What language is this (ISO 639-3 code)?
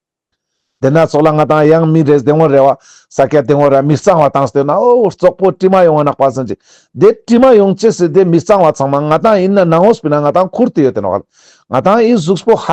lbj